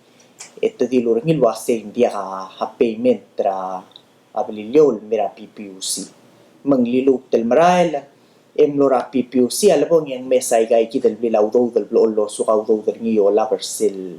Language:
Palauan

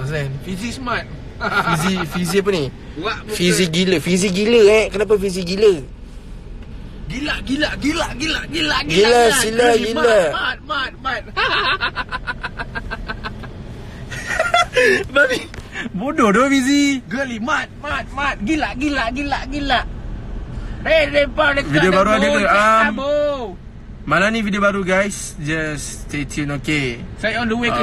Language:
Malay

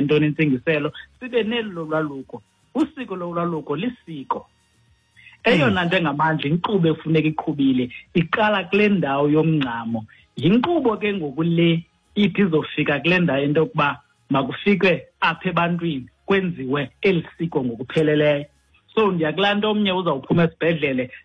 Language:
Xhosa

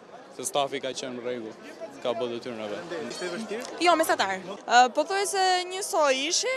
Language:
Albanian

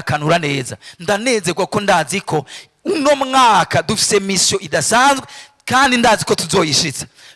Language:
Rundi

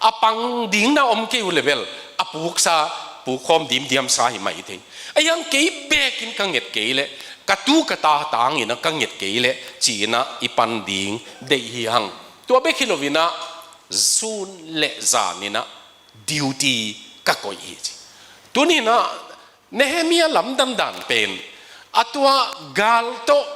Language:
Tedim Chin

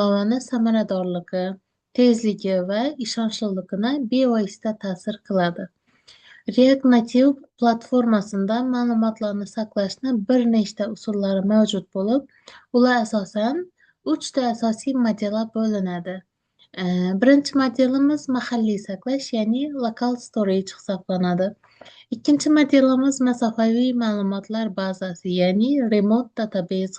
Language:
Uzbek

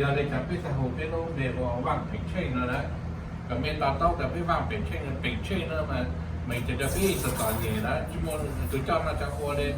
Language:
Hmong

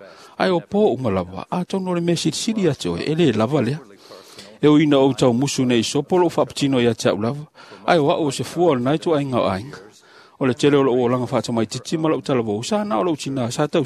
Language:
Samoan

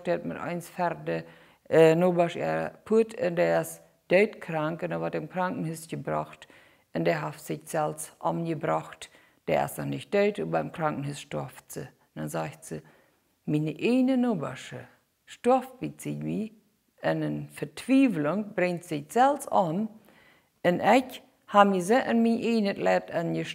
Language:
Plautdietsch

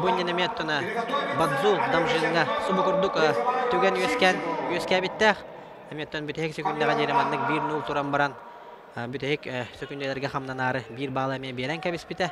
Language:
Yakut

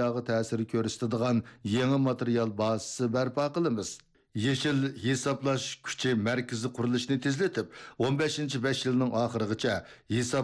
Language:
Uyghur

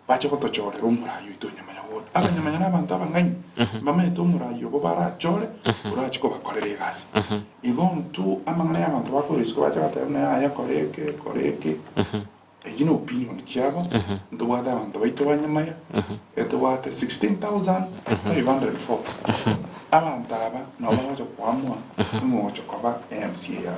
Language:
Gusii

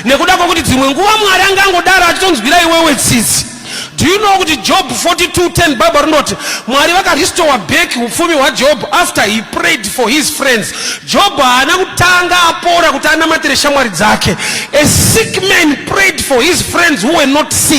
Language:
Shona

